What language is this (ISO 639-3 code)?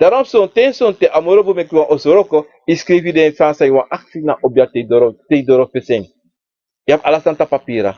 srn